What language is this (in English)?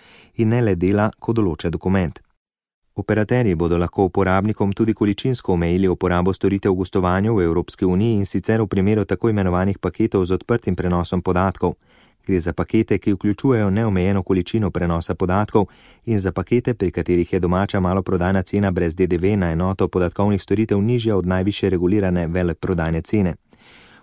Slovenian